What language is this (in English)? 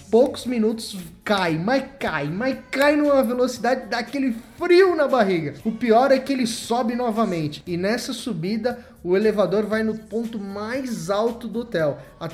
Portuguese